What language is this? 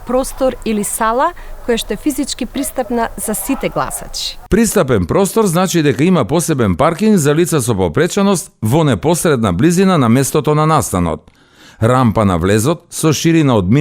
Macedonian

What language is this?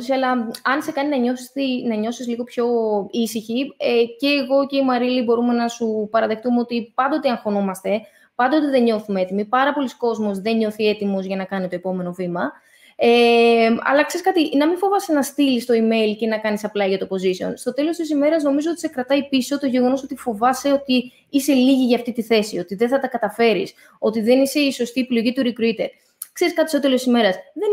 Greek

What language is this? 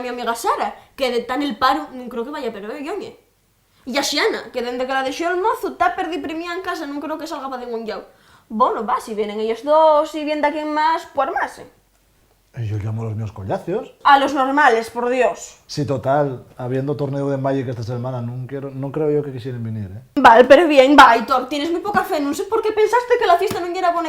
Asturian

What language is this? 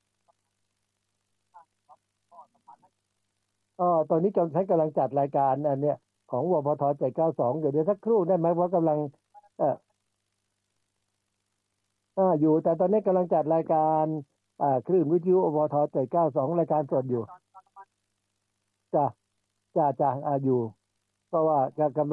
Thai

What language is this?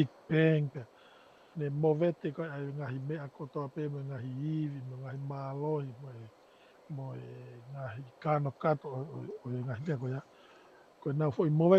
Tongan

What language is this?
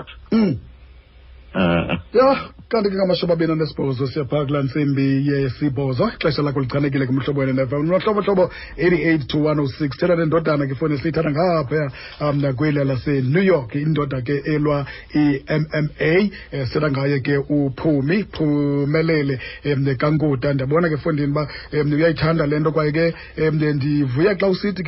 Xhosa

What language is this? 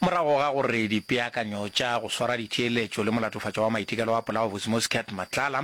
Northern Sotho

